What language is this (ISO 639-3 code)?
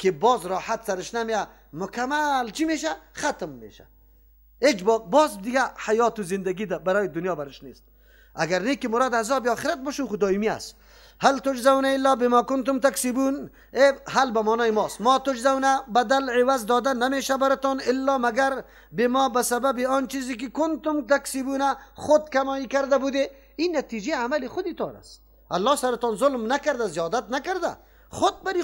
fas